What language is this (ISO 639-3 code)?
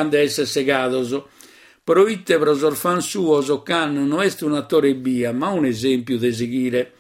srd